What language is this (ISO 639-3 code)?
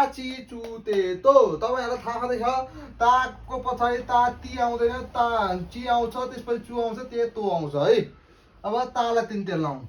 nep